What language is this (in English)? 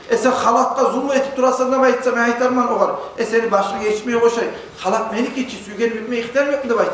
Kumyk